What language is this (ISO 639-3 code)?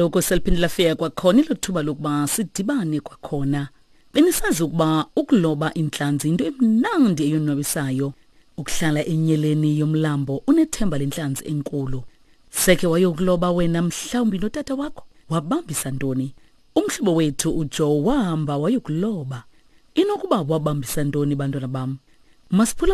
xho